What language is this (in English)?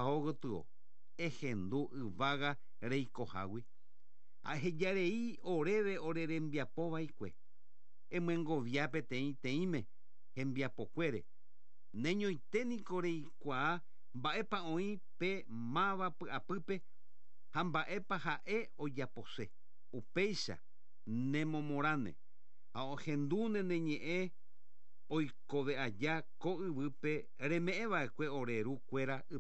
Guarani